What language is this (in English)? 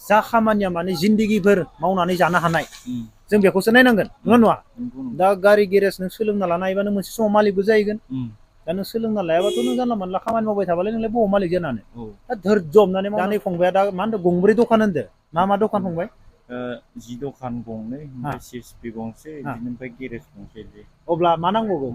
Bodo